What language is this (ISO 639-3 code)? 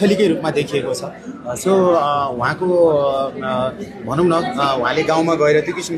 nep